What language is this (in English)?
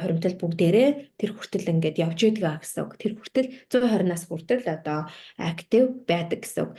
Mongolian